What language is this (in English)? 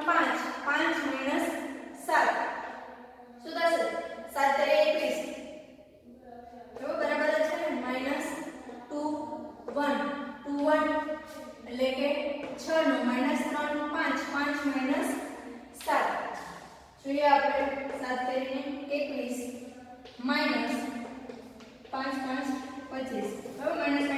Gujarati